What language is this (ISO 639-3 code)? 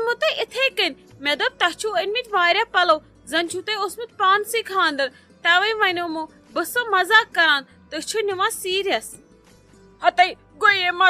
kas